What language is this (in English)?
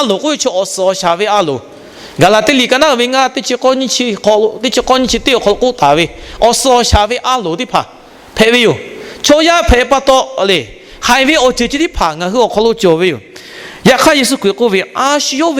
Lahu